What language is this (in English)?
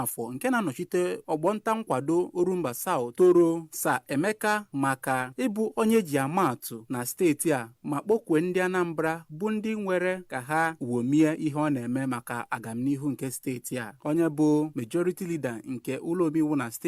Igbo